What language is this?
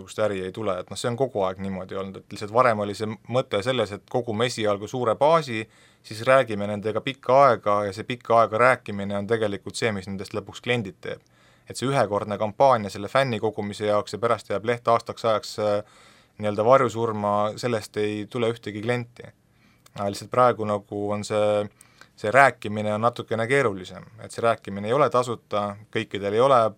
Estonian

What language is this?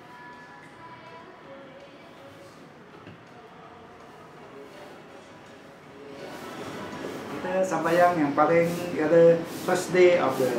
Malay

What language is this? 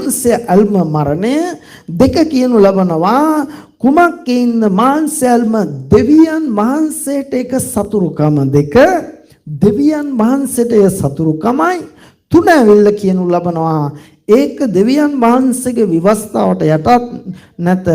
Sinhala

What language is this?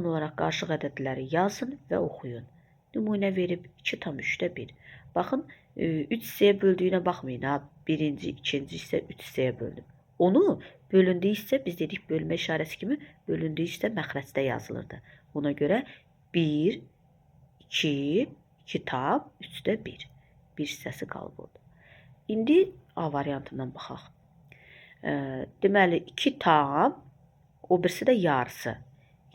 Azerbaijani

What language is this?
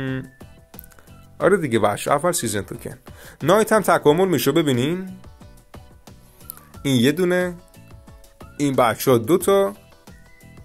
Persian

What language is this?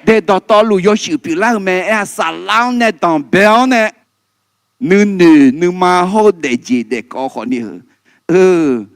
Akha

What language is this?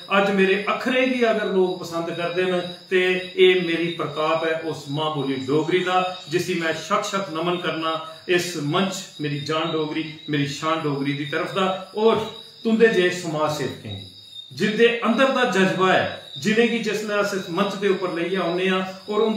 Dogri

